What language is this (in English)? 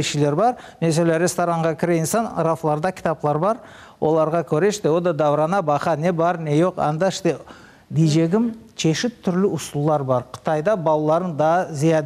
Crimean Tatar